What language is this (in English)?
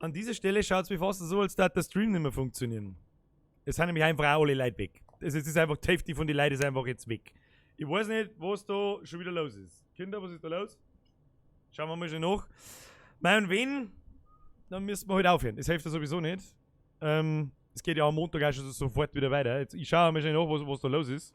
Bavarian